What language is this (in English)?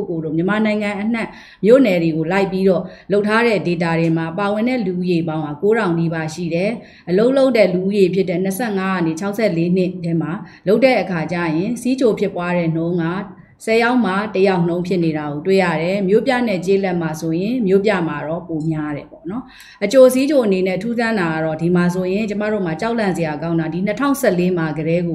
Burmese